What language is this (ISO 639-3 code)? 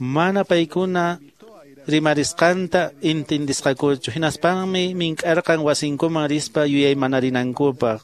que